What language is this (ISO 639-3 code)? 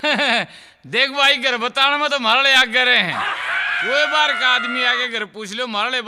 bgc